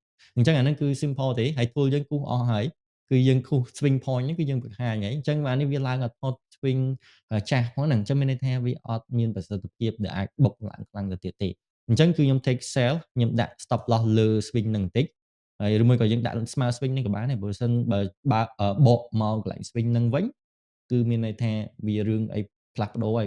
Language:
Khmer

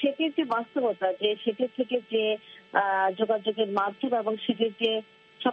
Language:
Bangla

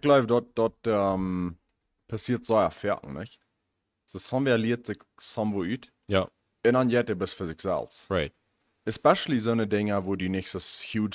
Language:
Plautdietsch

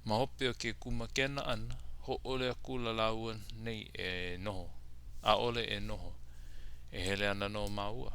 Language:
Hawaiian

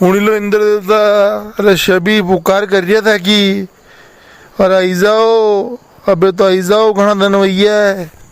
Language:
Rajasthani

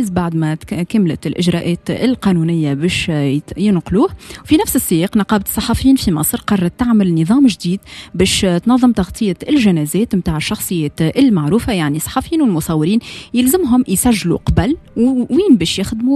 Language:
Tunisian Arabic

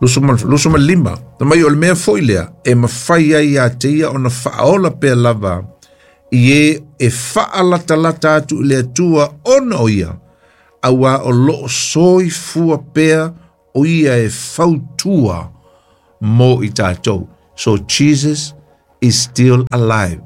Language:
Samoan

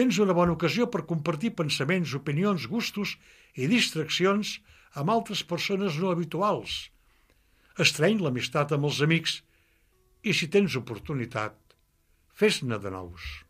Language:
Catalan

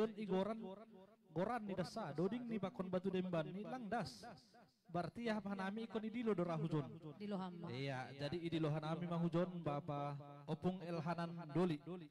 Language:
Batak Simalungun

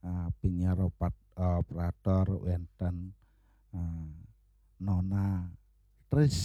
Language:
Balinese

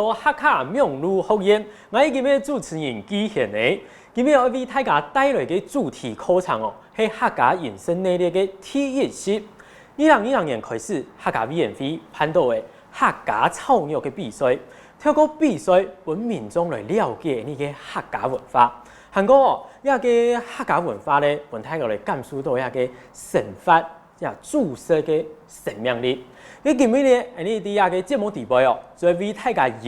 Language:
Hakka Chinese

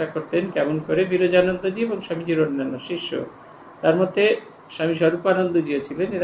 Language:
Bangla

